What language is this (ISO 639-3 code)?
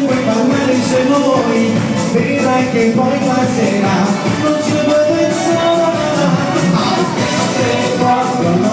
ita